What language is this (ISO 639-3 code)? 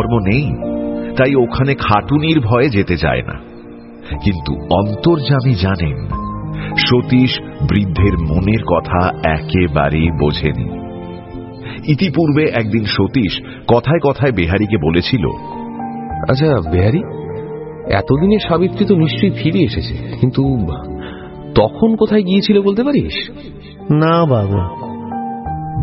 ben